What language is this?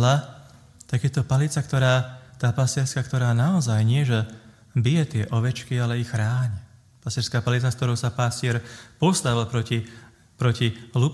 Slovak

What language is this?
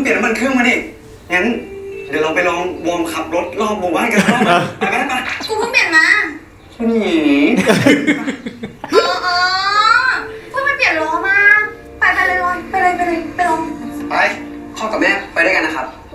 Thai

